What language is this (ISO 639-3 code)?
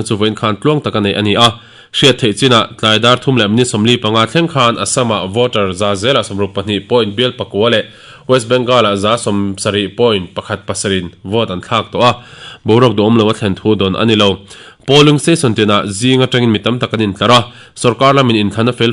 lus